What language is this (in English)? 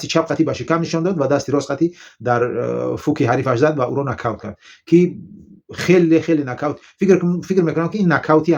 Tajik